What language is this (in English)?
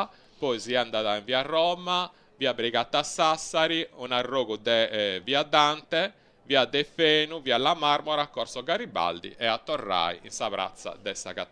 Sardinian